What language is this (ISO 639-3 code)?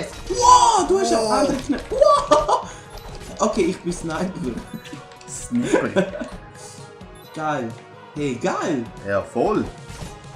gsw